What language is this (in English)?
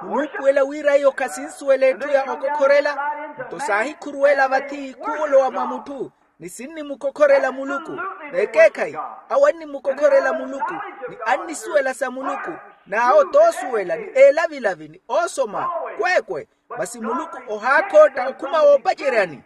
Makhuwa